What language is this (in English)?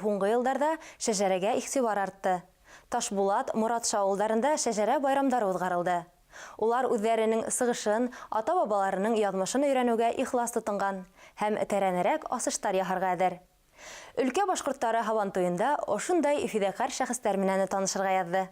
Bashkir